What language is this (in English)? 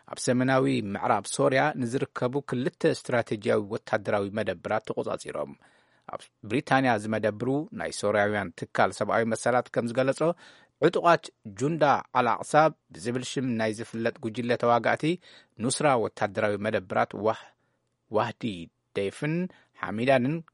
Tigrinya